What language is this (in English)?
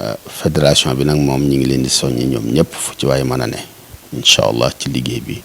Wolof